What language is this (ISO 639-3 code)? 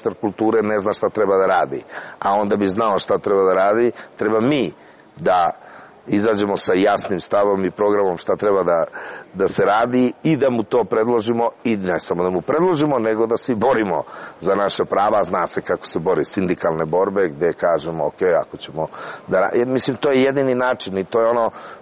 srp